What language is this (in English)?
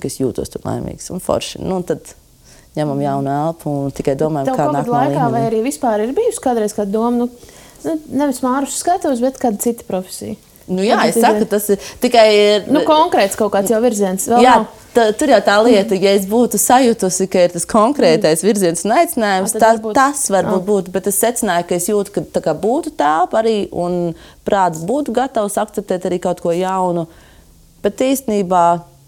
Latvian